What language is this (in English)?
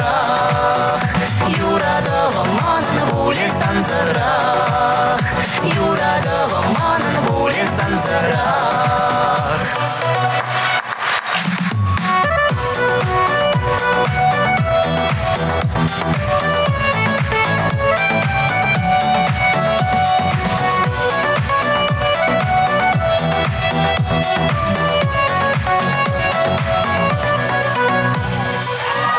Chuvash